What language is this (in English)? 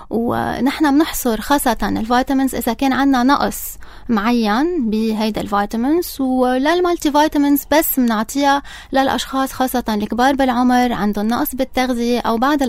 North Levantine Arabic